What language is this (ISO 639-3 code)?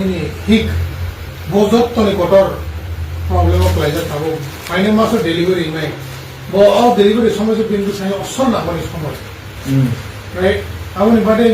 trp